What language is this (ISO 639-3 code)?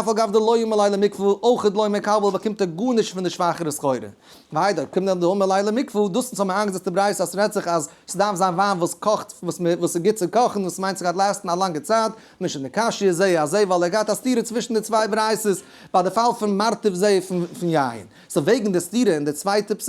yid